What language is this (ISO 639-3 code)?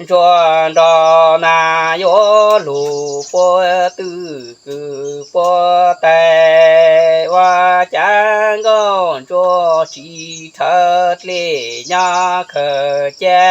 hmn